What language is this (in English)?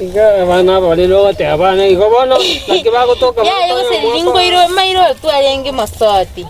Gusii